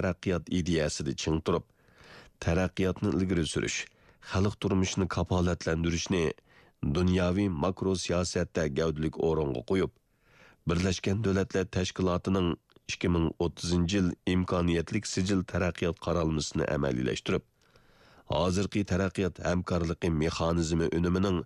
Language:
Uyghur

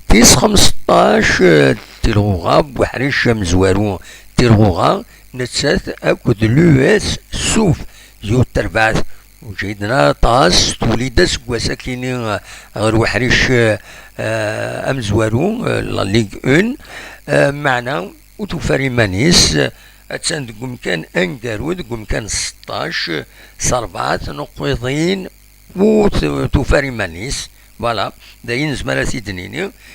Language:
Kabyle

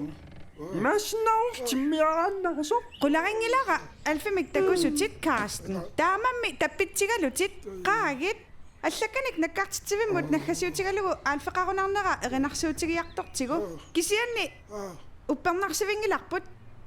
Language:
Kalaallisut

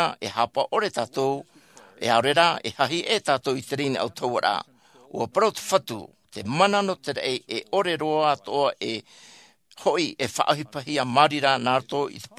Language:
Tahitian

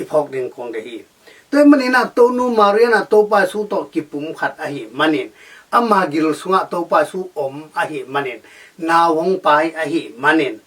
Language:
Tedim Chin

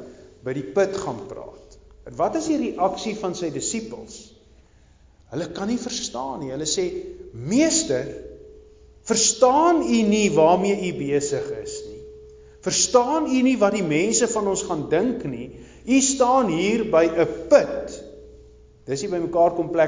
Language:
Afrikaans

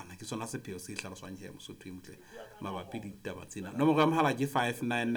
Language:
Southern Sotho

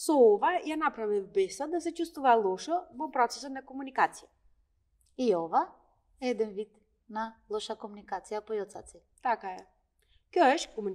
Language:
Macedonian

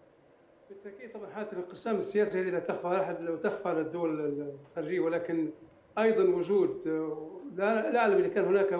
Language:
Arabic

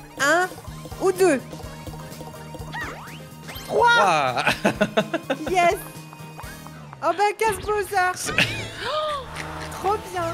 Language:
French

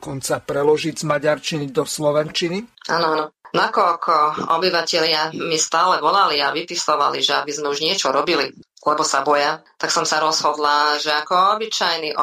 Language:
Slovak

